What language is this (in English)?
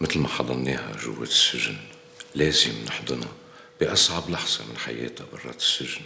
North Levantine Arabic